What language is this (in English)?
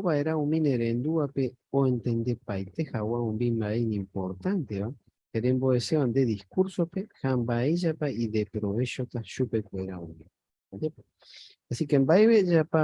Guarani